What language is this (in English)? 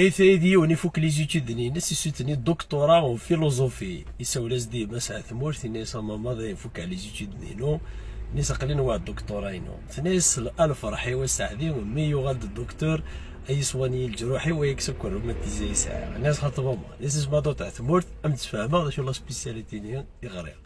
Kabyle